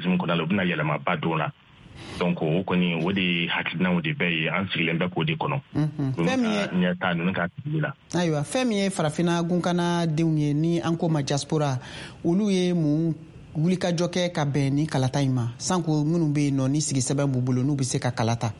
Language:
Bambara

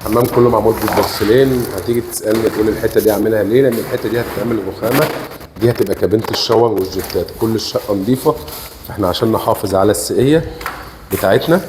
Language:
Egyptian Arabic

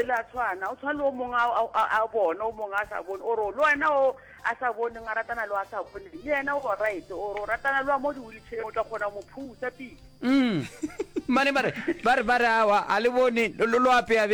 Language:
Northern Sotho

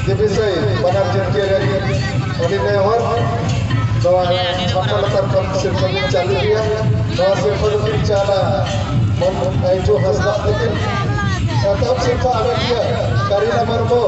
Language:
Santali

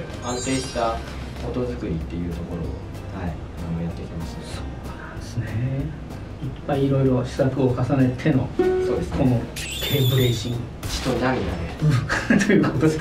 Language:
Japanese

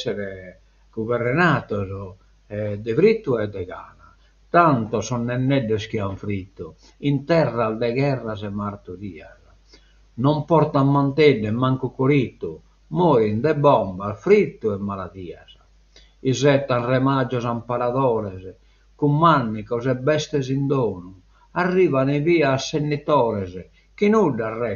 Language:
Sardinian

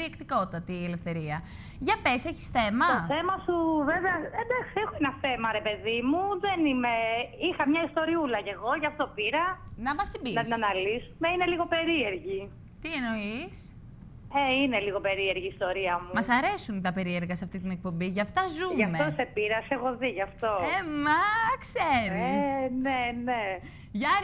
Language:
Greek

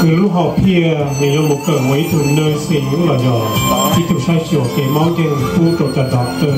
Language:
Hmong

